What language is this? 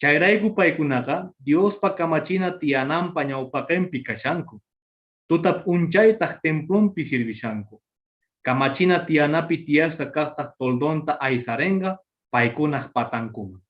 Quechua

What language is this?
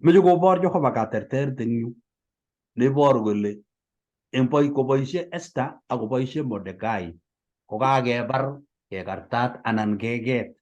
Kalenjin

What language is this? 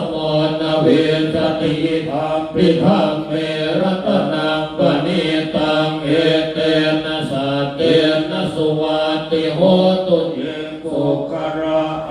Pali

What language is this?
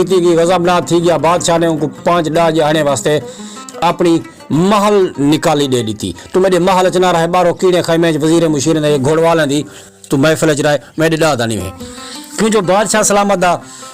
Saraiki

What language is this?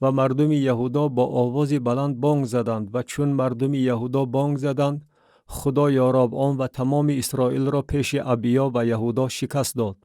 Tajik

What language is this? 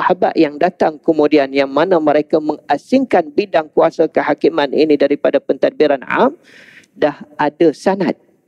Malay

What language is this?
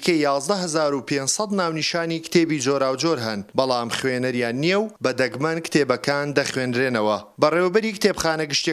Central Kurdish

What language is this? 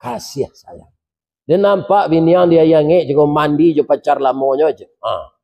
Minangkabau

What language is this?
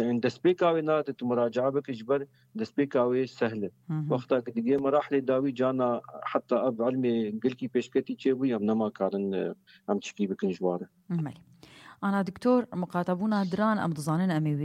Kurdish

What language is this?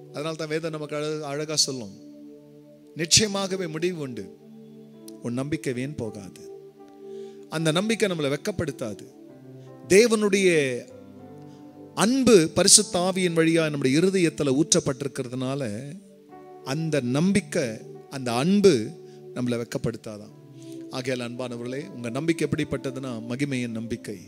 Tamil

